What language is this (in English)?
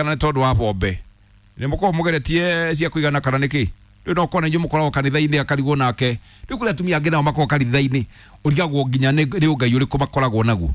Kikuyu